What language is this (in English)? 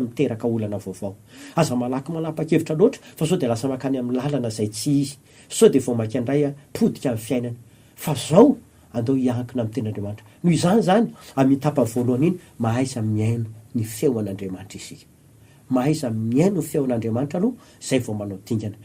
Malagasy